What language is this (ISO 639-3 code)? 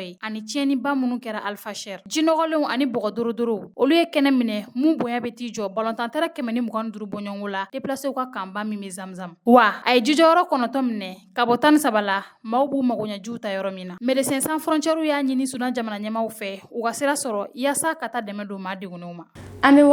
bam